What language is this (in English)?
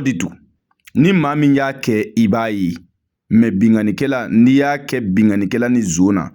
Bambara